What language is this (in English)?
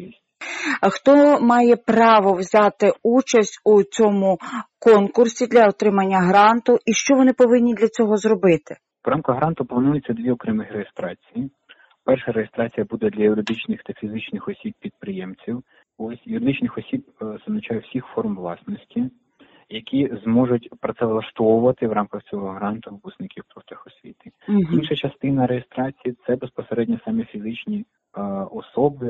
Ukrainian